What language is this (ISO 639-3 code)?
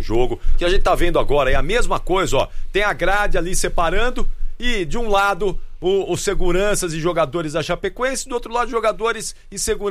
por